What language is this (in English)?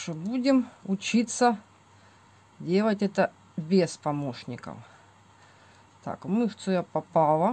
Russian